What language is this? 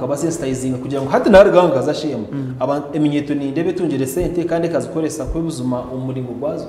Nyankole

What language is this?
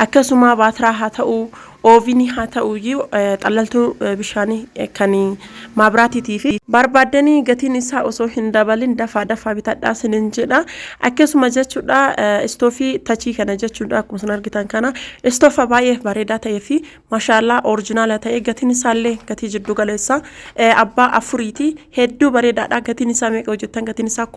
Oromo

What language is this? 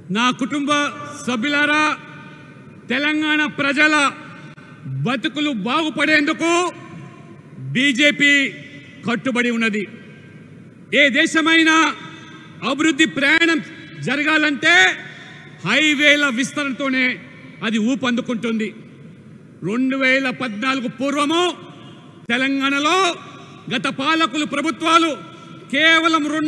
Telugu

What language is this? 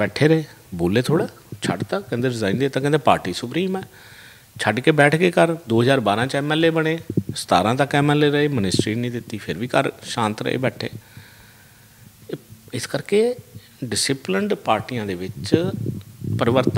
Punjabi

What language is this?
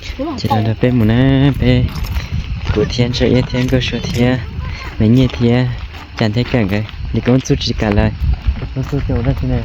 Hmong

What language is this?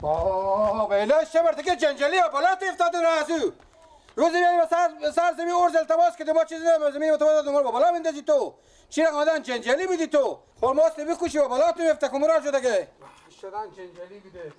Persian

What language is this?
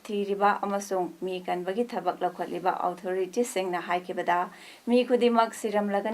Manipuri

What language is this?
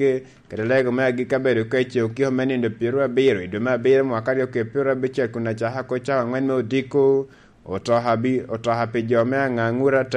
Lango (Uganda)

